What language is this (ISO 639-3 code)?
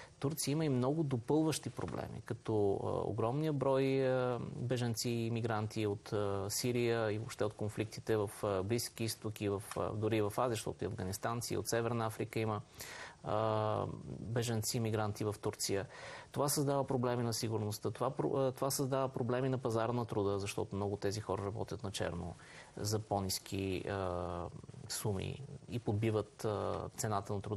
bul